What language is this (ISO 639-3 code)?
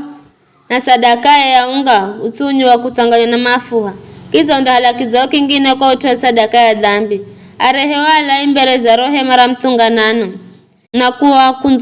nyf